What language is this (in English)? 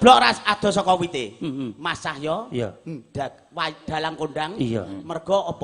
Javanese